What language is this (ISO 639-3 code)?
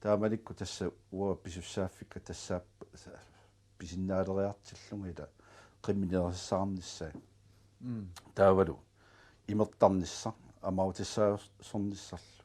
kal